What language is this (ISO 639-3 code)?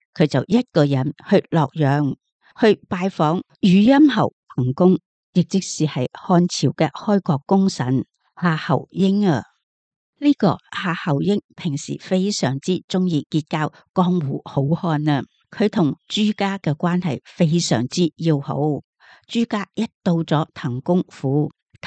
yue